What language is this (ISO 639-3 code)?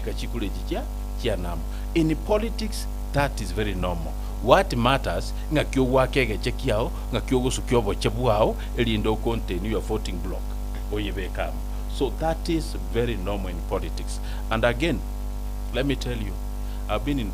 guz